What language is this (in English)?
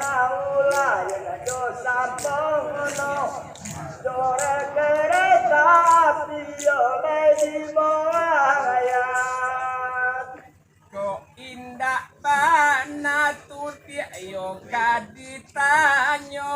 Minangkabau